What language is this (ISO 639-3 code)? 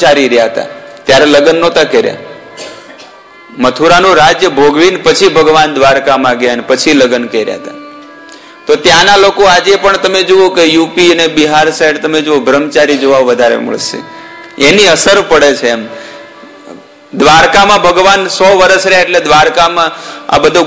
guj